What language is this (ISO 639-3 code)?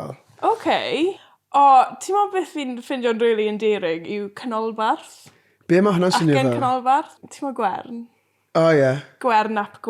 cym